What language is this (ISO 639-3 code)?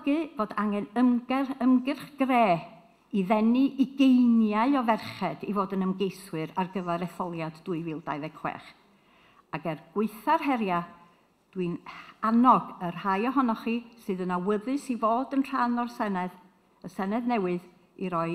cym